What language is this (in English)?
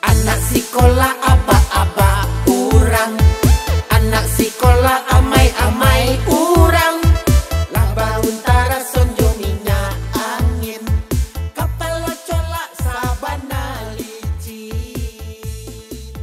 Minangkabau